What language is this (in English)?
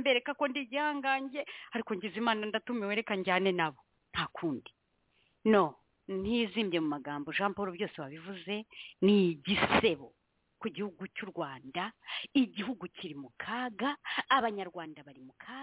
Kinyarwanda